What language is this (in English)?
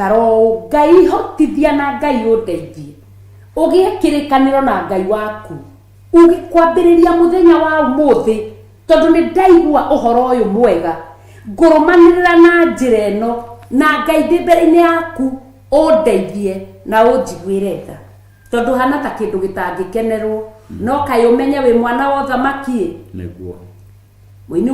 Kikuyu